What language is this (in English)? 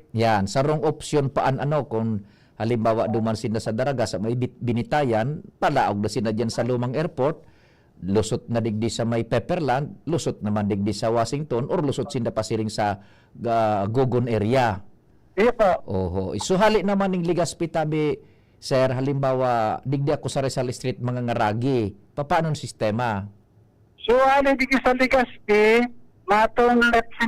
Bikol